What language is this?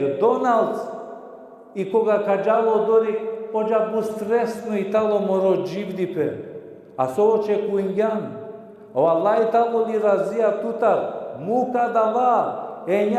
Balkan Romani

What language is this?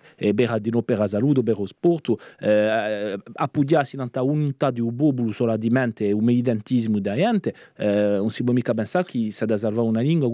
Corsican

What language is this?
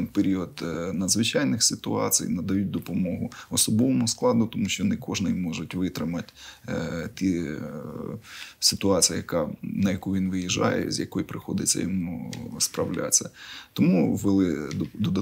Ukrainian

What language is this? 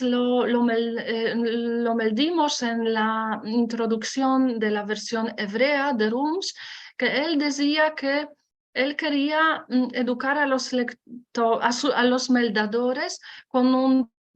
Ladino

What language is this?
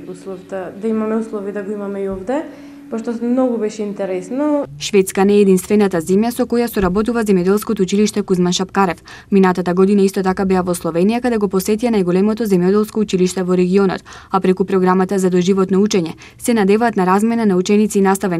Macedonian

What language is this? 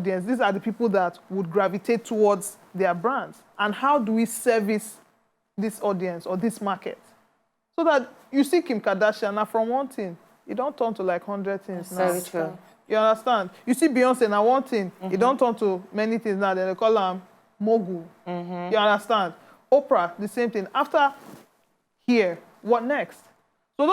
Nigerian Pidgin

